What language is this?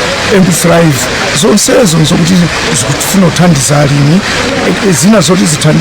Nyanja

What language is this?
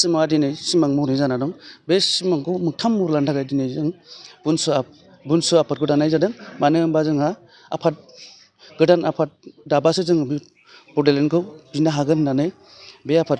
Bodo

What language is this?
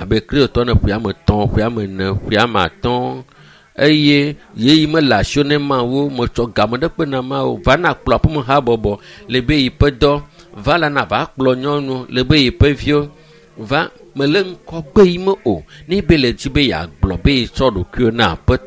Ewe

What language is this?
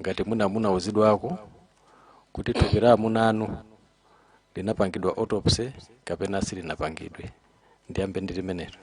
Nyanja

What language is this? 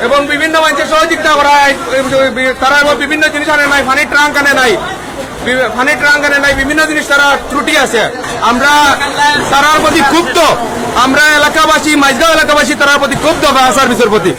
Sylheti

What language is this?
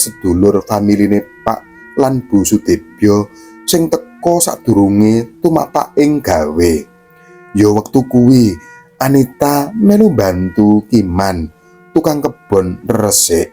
Javanese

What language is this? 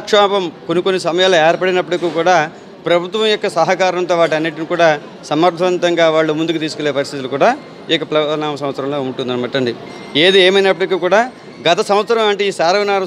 Telugu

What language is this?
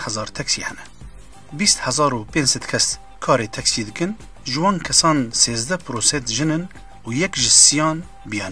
Kurdish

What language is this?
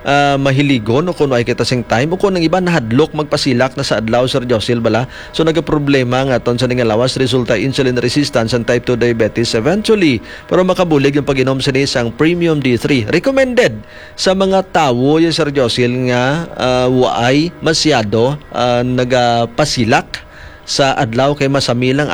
Hiligaynon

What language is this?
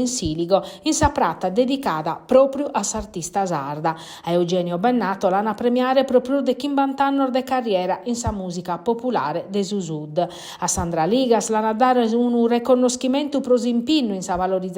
Sardinian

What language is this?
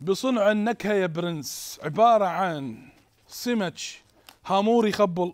Mesopotamian Arabic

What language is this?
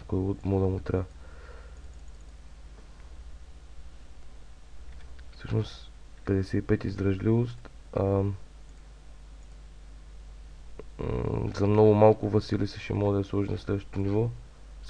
Bulgarian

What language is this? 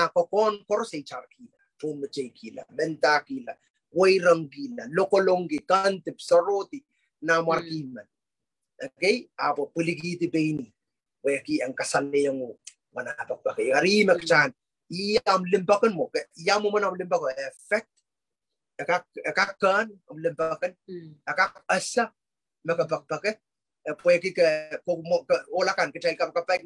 Pohnpeian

